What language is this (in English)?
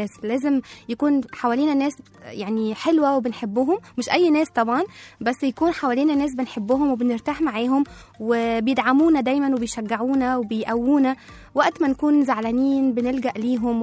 Egyptian Arabic